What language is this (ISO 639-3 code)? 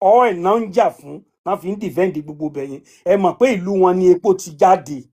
yor